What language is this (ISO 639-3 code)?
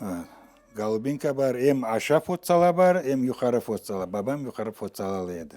crh